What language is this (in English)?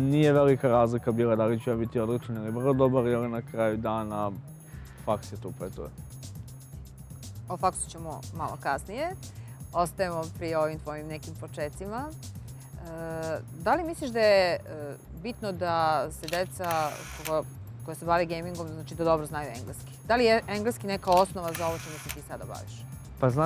Serbian